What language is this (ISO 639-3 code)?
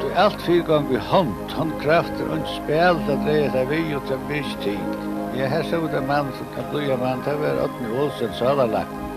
fao